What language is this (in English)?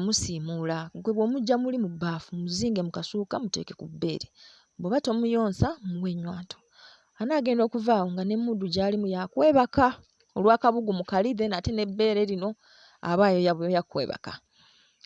Ganda